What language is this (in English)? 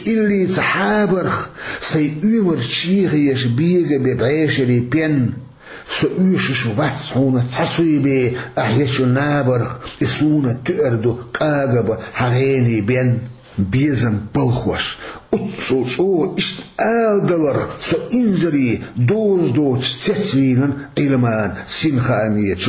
Chechen